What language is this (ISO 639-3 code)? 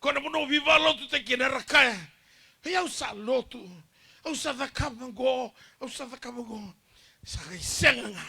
fij